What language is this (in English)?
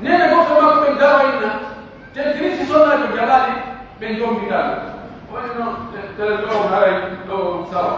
Pular